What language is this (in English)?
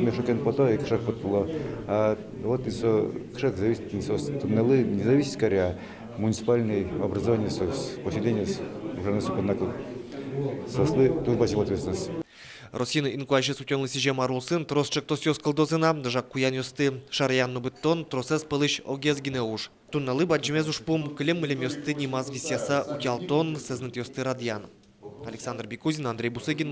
Udmurt